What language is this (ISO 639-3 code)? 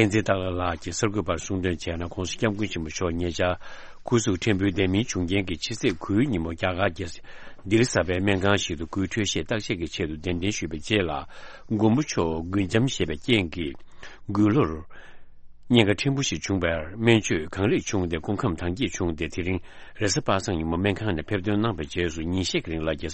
bod